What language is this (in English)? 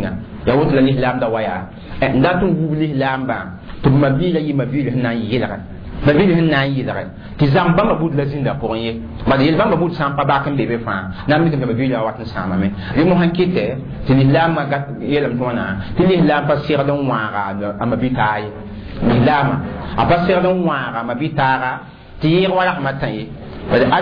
Mossi